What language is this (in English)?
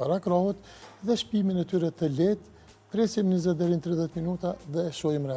Albanian